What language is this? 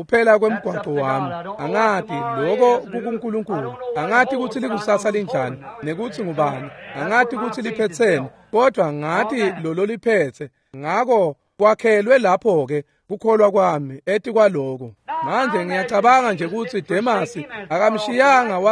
Swati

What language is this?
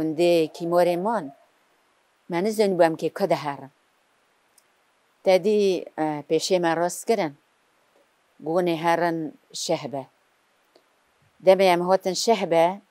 Kurdish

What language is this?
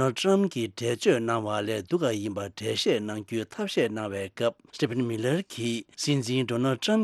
Tibetan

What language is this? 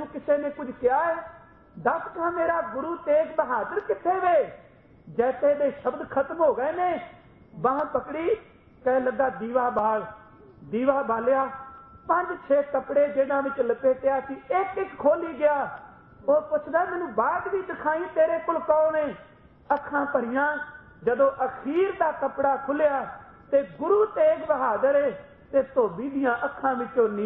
Punjabi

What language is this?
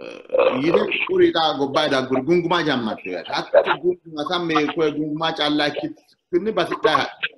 Sidamo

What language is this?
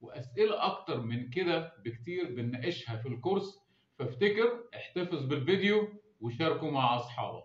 Egyptian Arabic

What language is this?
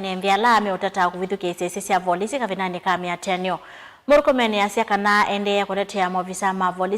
Kamba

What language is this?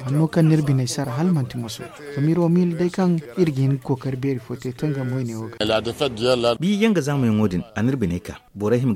Zarma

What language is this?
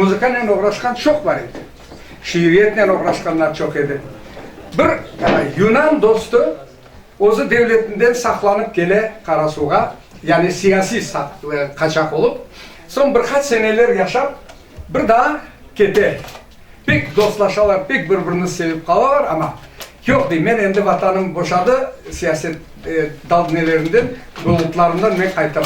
Crimean Tatar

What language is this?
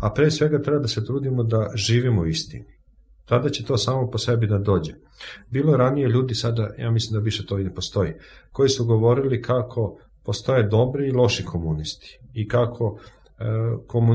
Serbian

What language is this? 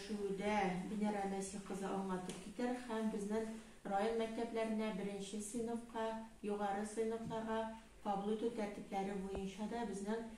Tatar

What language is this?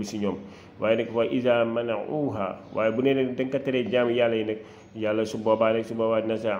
Wolof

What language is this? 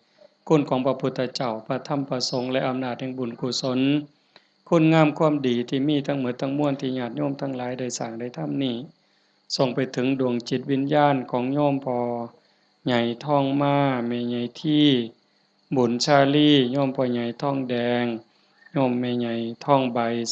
Northeastern Thai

